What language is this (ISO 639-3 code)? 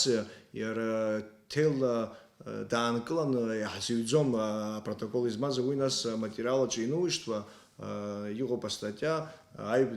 abk